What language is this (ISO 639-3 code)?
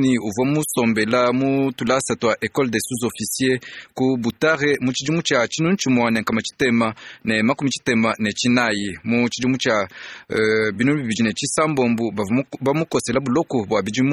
lua